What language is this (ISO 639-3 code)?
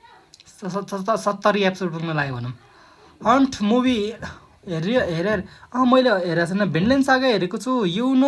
nep